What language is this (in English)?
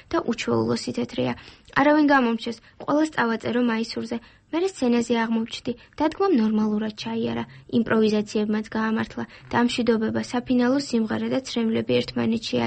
Georgian